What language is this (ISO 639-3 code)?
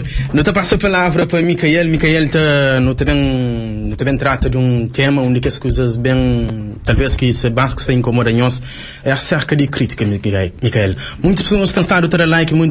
kea